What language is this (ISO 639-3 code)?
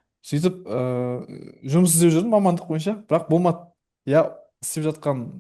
kaz